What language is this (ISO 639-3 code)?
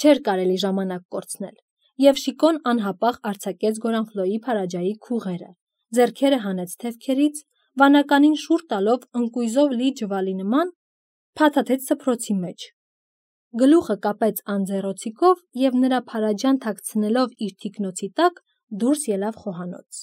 hye